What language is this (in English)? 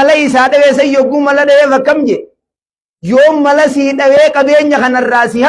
Oromo